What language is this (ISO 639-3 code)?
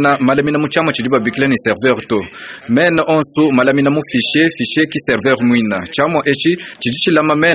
lua